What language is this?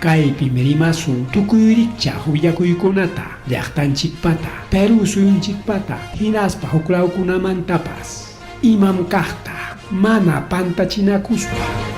Ayacucho Quechua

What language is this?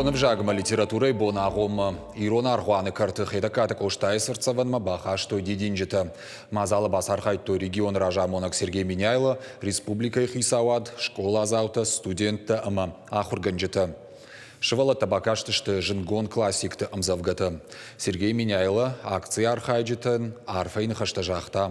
Ossetic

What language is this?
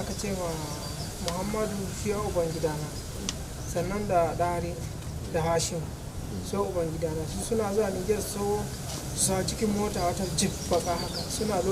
Hausa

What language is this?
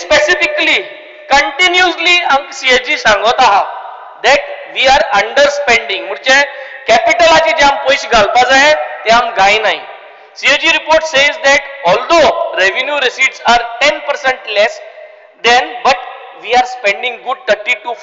Konkani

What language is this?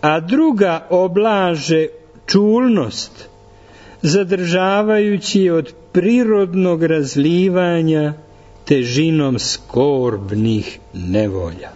Serbian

